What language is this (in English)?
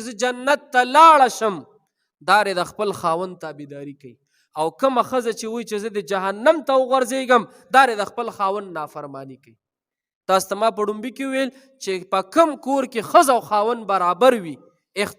Pashto